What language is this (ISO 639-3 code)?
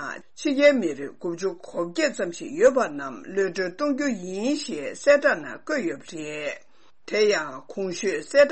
bod